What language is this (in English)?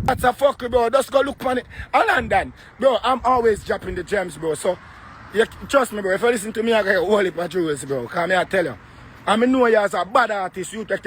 Jamaican Creole English